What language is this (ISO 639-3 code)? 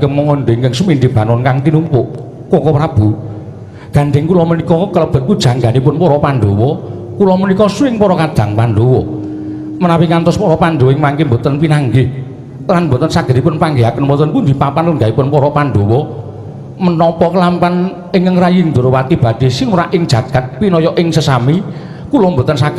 jav